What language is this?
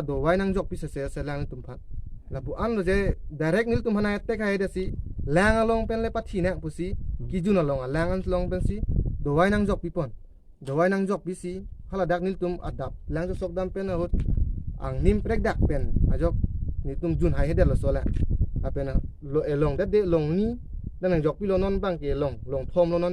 Karbi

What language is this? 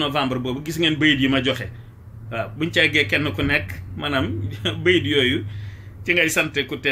Wolof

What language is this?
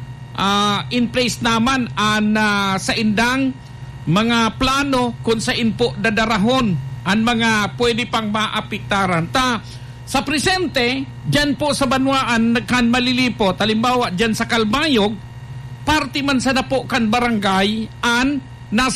Bikol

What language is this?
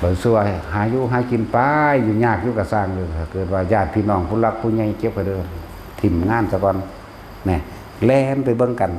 Northeastern Thai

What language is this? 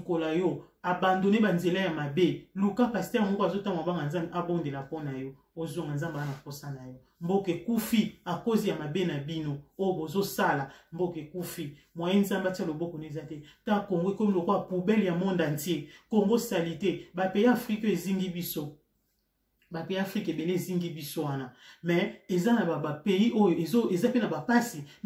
Lingala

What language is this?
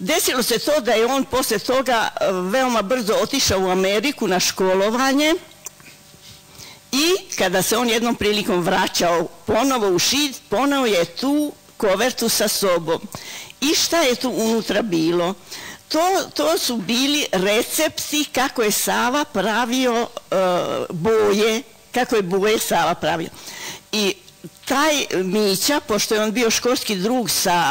Serbian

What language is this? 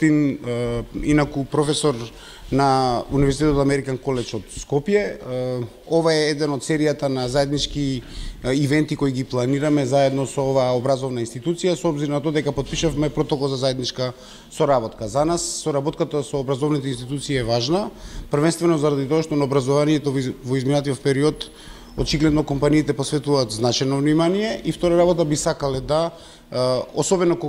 Macedonian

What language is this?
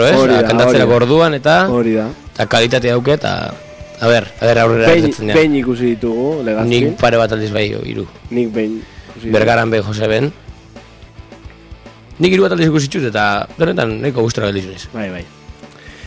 Basque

